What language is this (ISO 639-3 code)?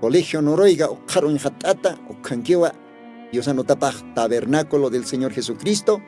aym